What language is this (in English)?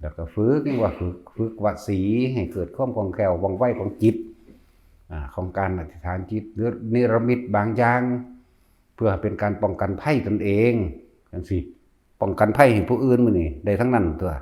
Northeastern Thai